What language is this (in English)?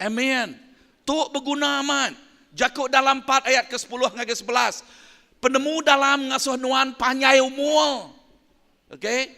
Iban